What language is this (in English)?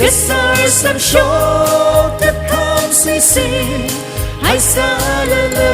Tangkhul Naga (India)